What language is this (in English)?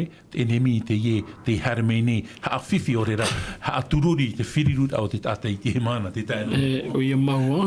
Tahitian